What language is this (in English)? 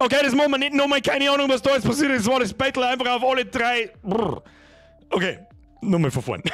Bavarian